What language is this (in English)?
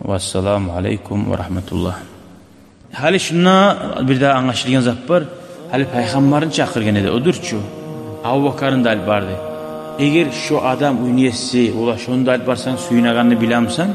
Kumyk